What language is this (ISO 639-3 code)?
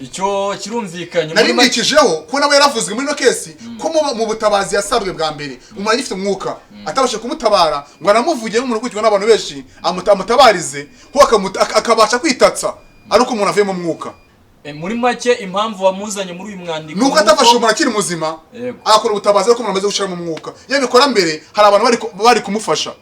kin